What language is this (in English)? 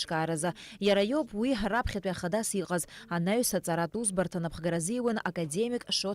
Abkhazian